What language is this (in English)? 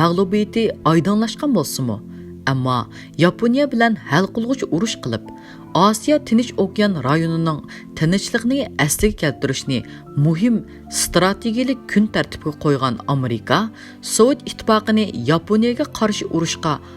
Uyghur